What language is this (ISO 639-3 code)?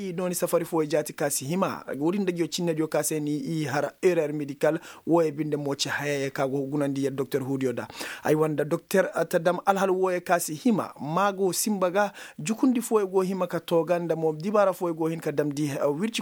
ses